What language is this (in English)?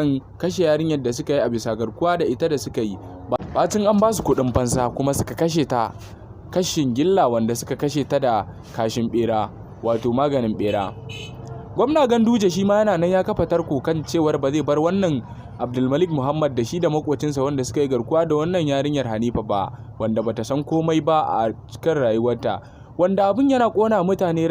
Hausa